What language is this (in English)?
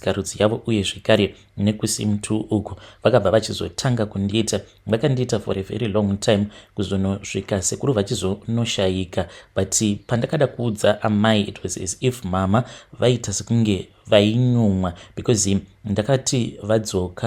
Shona